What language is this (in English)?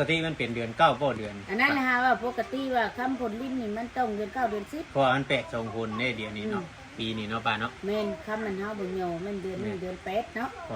Northeastern Thai